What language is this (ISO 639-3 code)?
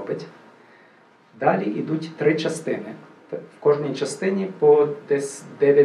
ukr